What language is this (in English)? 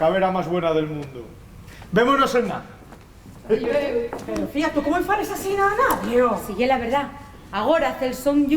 Asturian